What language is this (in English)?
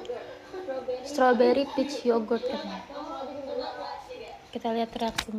Indonesian